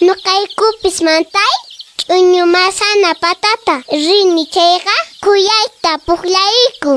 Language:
Quechua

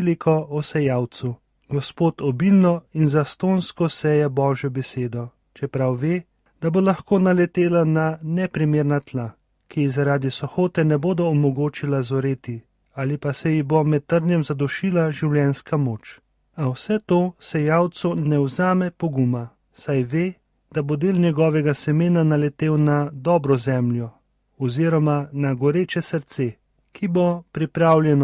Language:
Slovenian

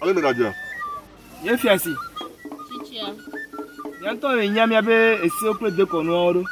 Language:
Ewe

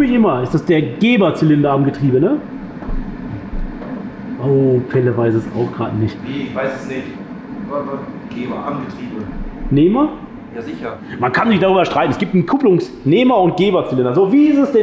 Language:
German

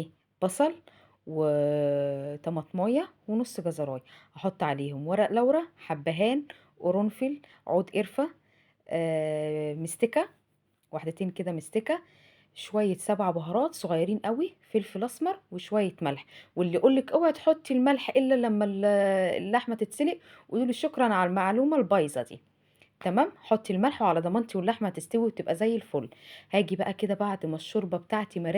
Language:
Egyptian Arabic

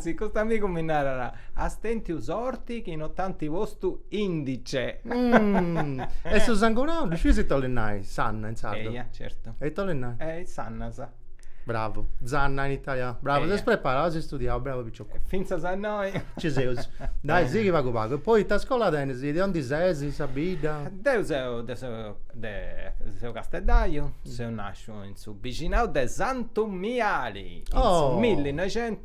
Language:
Sardinian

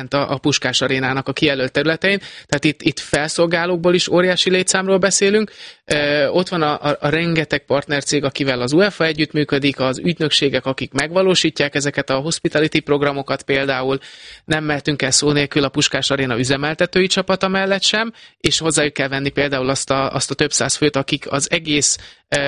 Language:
Hungarian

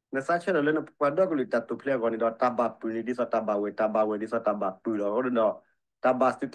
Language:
S'gaw Karen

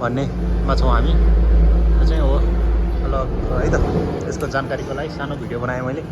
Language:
Nepali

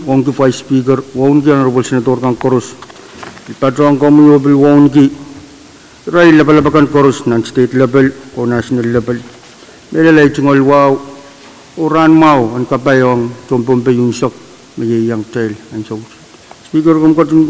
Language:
Pohnpeian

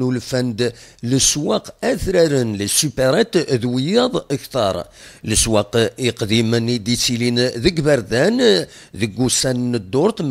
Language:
Kabyle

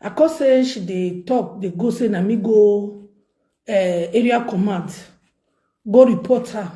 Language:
Nigerian Pidgin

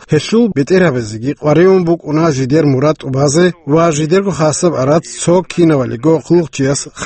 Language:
Avaric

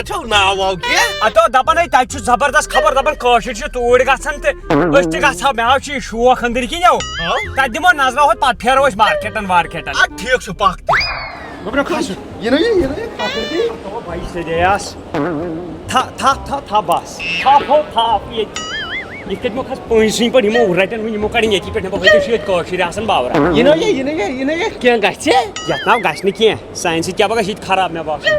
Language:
Kashmiri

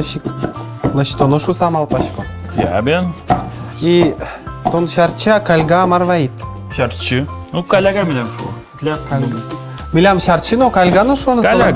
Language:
Udmurt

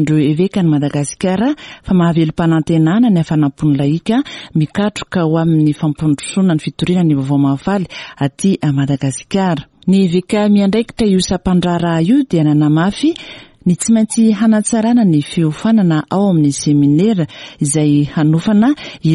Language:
Malagasy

